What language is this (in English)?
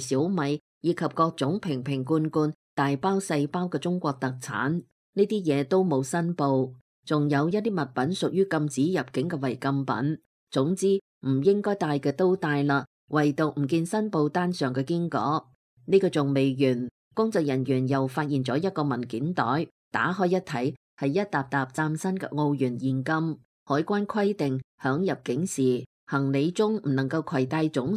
Cantonese